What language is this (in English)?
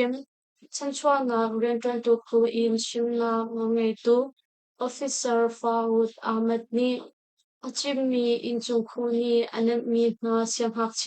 Hakha Chin